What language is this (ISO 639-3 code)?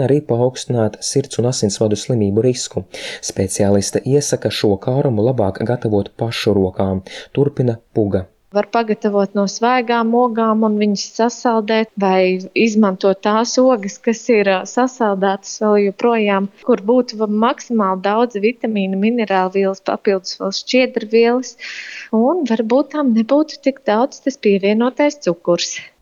lav